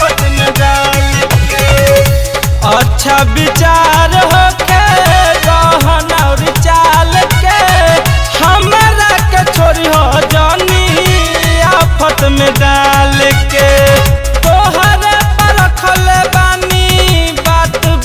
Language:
Bhojpuri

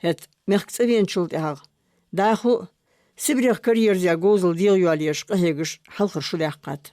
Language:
Ingush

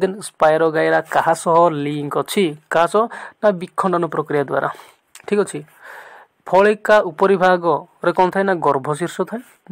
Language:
Odia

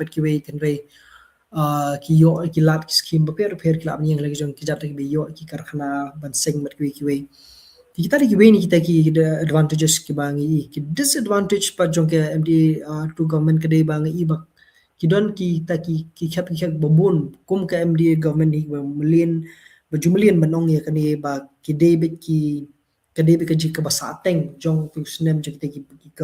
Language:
Khasi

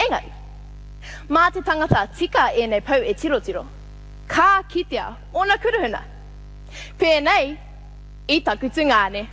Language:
Māori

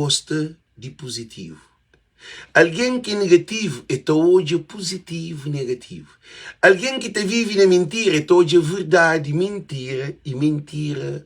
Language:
Kabuverdianu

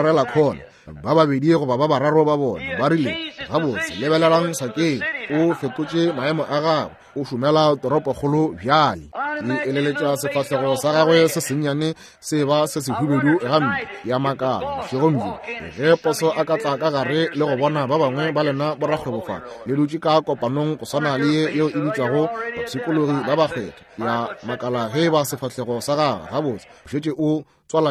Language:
Northern Sotho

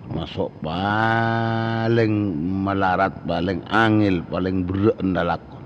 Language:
Madurese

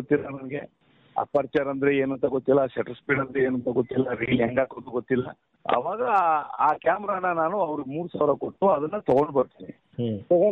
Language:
Kannada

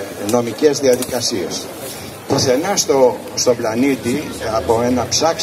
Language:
Greek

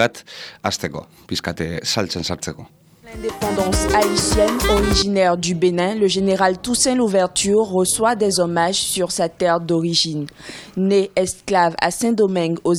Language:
Basque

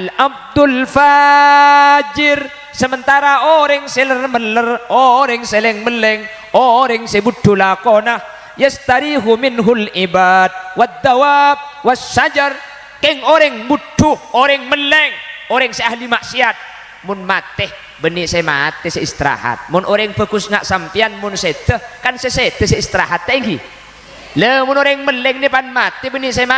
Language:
Madurese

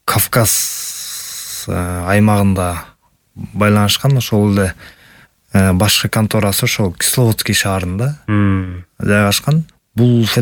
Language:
Kyrgyz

